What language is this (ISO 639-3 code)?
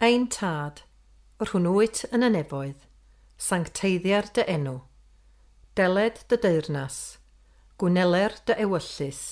cym